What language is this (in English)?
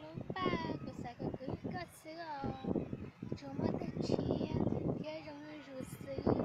Hmong